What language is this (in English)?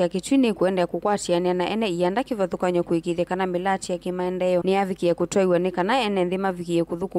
Kamba